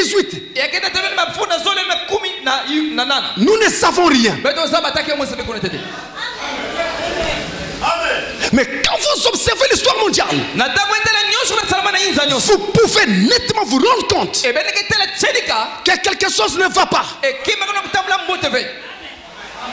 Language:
French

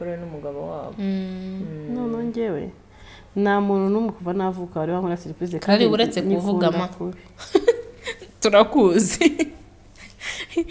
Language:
Kinyarwanda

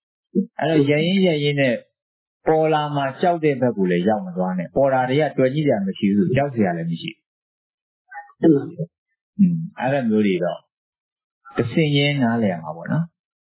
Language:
Burmese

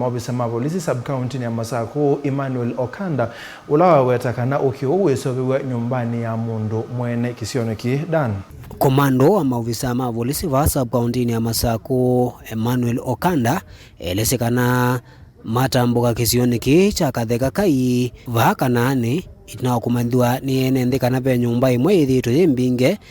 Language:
Kamba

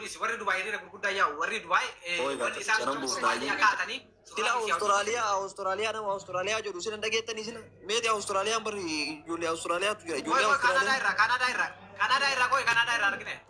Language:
Oromo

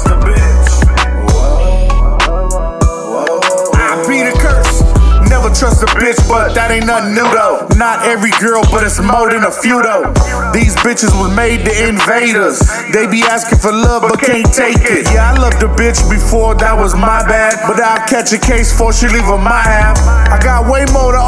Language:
English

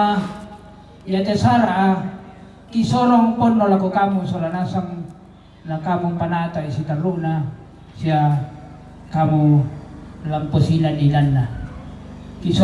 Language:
Toraja-Sa'dan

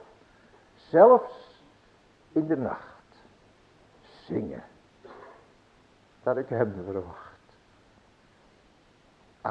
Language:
Dutch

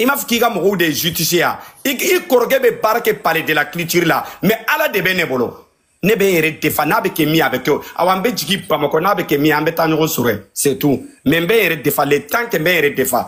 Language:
Bambara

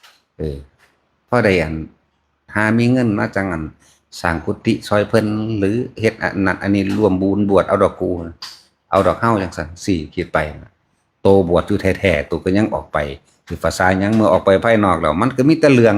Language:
Northeastern Thai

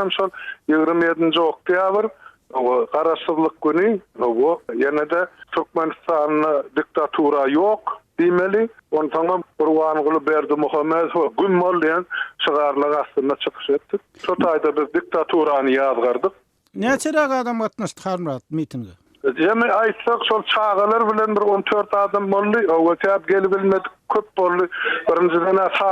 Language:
Turkmen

